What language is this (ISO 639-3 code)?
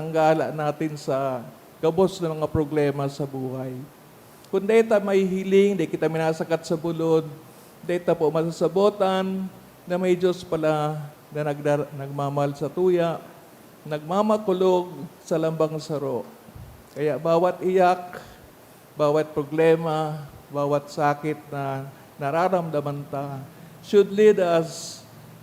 bik